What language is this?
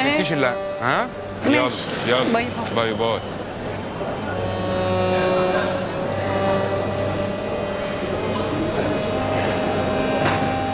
Egyptian Arabic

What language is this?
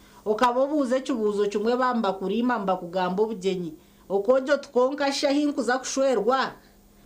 Nyankole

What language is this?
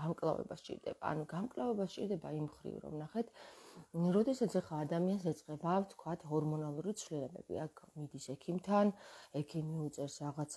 Georgian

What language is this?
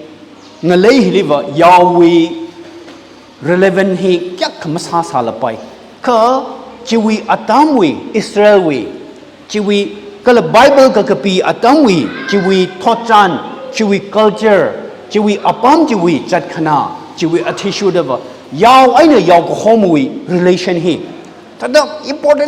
Tangkhul Naga (India)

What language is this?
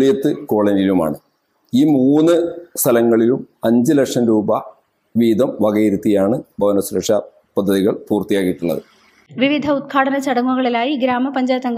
Malayalam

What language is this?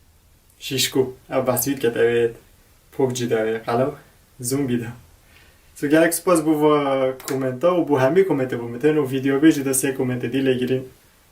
Kurdish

